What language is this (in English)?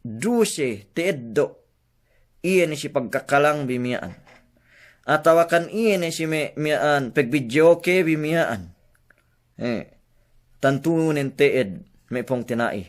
Yakan